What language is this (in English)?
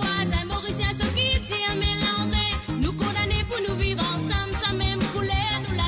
Morisyen